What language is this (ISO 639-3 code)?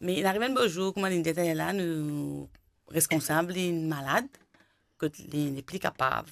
mfe